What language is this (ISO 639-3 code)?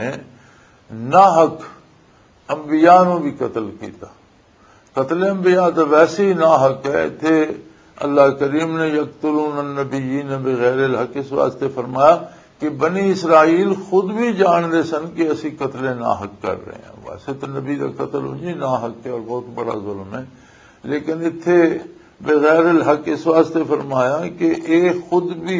lah